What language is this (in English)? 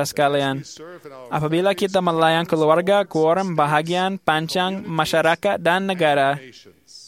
Malay